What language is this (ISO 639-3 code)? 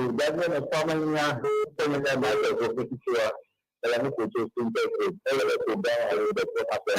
ewe